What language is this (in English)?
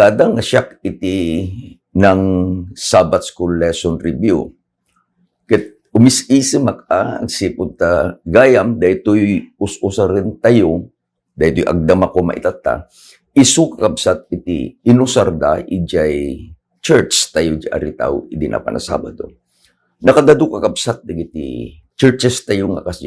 Iloko